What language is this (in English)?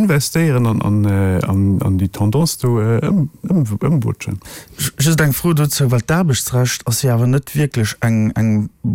Luxembourgish